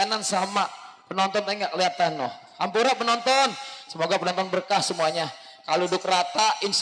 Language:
Betawi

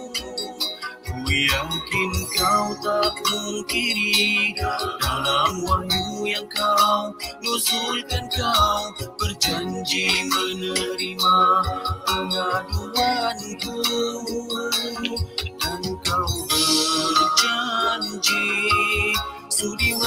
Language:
Malay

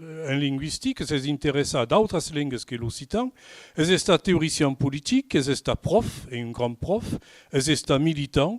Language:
Occitan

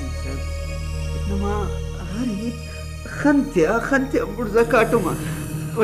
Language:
Brahui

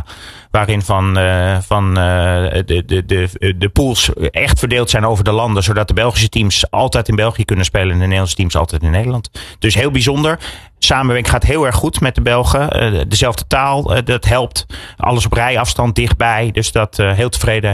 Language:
Dutch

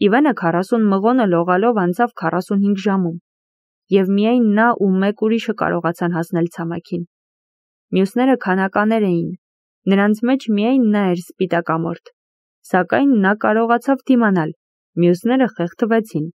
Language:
Armenian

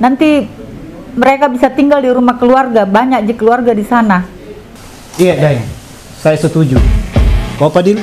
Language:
Makassar Malay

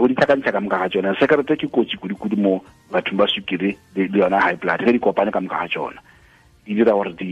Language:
Northern Sotho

